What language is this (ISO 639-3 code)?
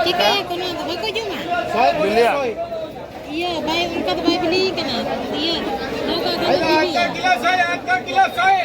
sat